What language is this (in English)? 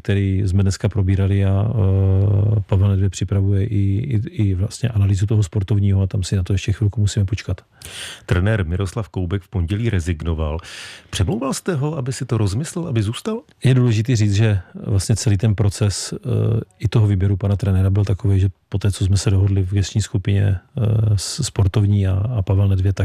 Czech